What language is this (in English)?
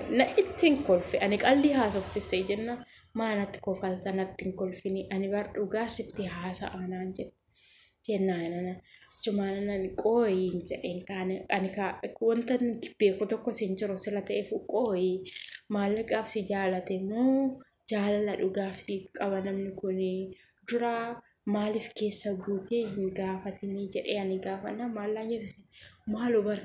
Oromo